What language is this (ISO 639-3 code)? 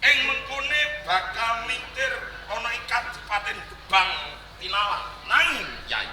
jav